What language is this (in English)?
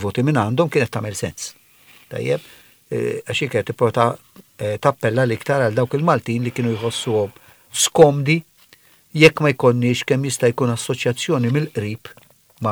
Maltese